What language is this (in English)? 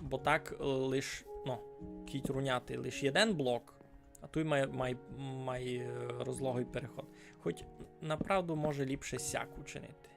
Rusyn